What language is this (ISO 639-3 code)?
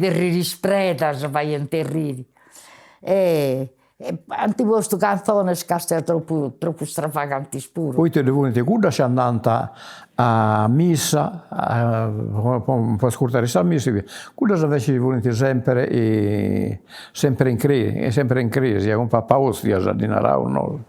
srd